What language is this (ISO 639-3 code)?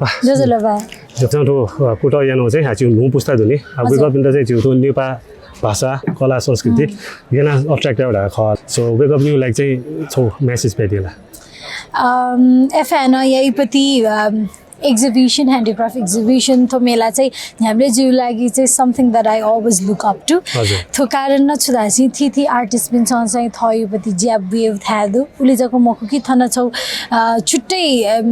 new